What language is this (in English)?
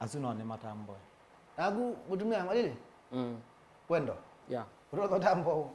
Kamba